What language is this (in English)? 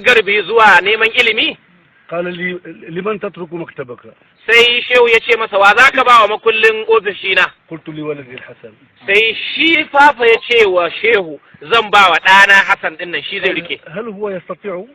Hausa